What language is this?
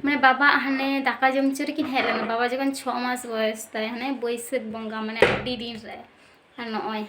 Santali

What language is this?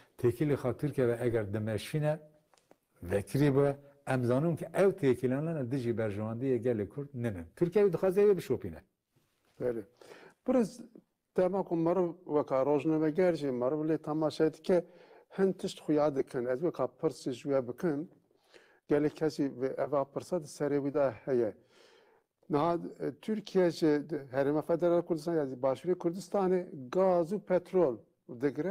Kurdish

